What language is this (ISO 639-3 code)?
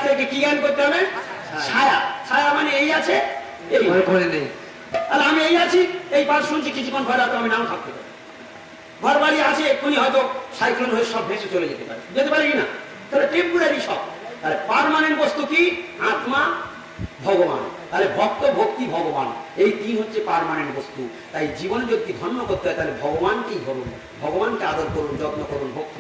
ben